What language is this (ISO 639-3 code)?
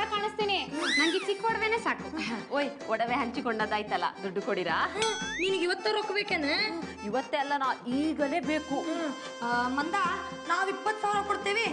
kan